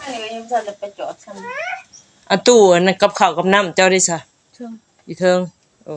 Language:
Northeastern Thai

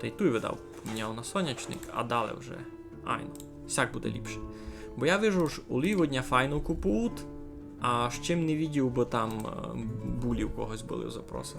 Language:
Rusyn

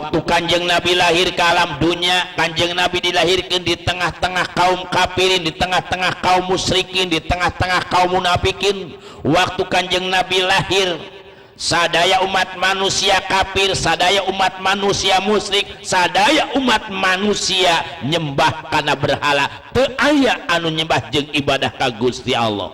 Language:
Sundanese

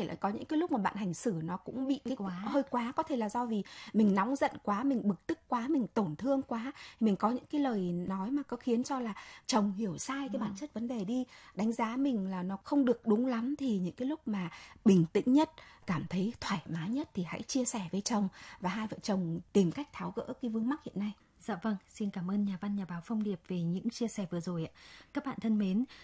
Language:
Vietnamese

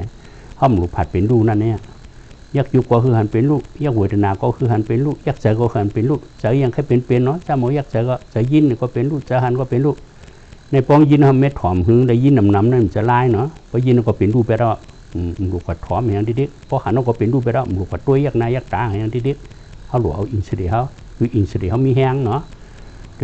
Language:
Shan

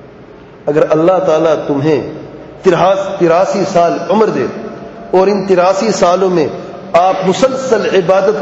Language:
Urdu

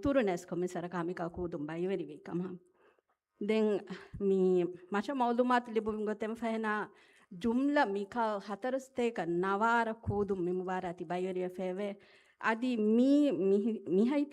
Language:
Divehi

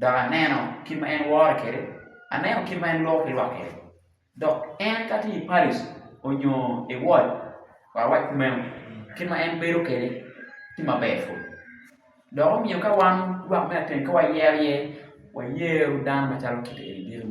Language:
Acoli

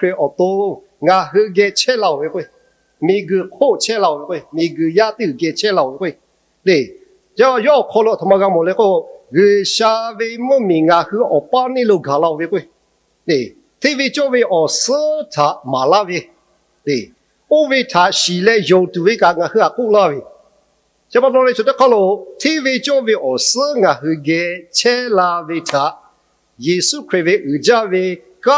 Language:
Lahu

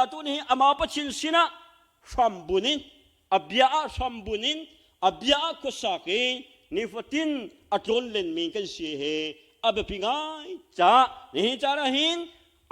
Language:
Hakha Chin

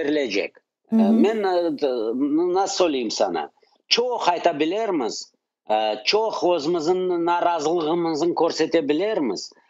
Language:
Crimean Tatar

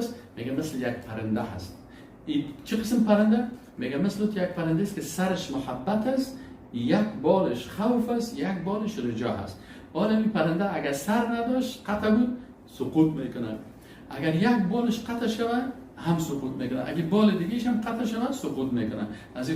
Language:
Persian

